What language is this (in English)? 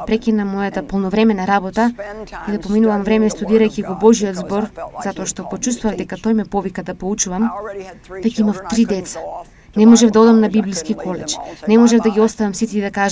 Macedonian